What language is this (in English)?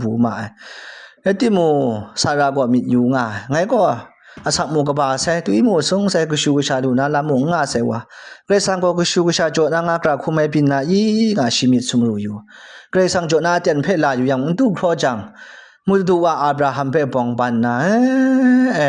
Kachin